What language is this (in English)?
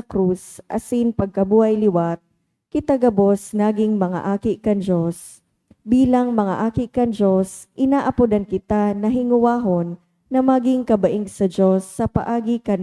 Bikol